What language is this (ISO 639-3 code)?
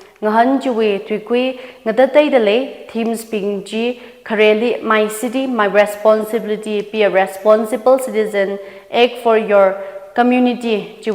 nmf